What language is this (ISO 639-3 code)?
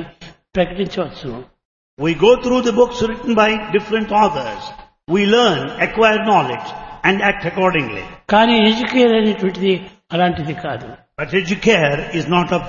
tel